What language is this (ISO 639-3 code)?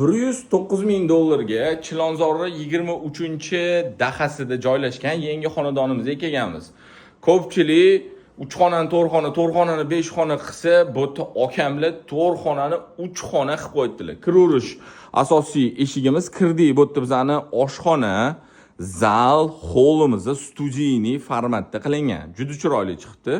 uzb